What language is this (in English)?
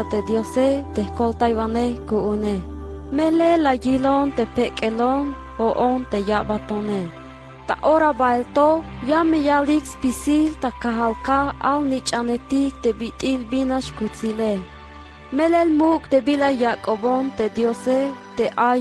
Tzeltal